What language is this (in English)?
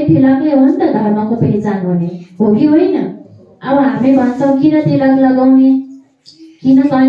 Nepali